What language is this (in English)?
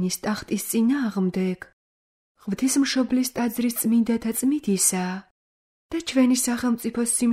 Georgian